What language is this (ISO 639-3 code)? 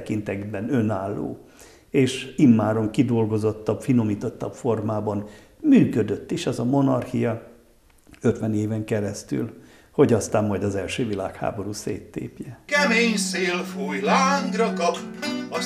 hun